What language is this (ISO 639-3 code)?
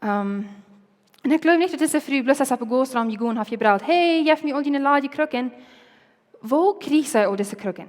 pdt